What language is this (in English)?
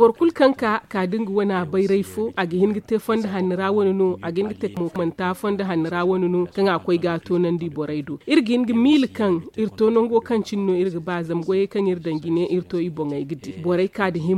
Zarma